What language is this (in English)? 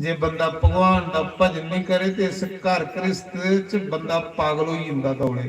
Dogri